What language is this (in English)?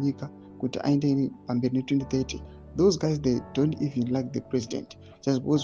Shona